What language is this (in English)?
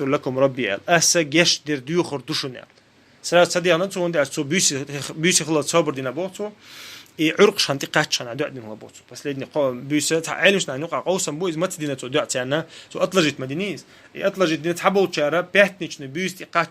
Chechen